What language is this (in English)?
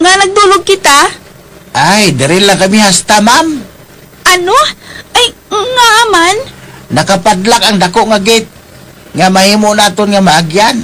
Hiligaynon